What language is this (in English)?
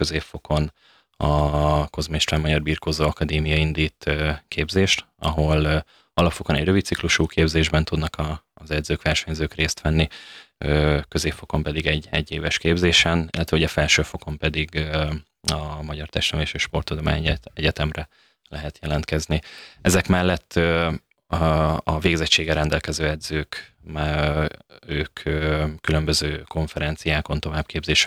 Hungarian